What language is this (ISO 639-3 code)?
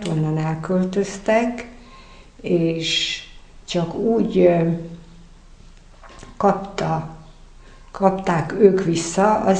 hun